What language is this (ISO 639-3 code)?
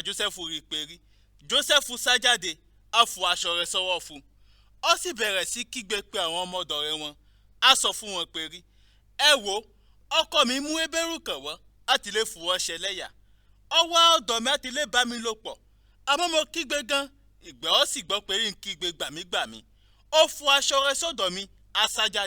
yor